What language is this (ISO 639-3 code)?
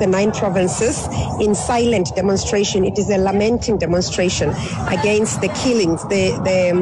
xho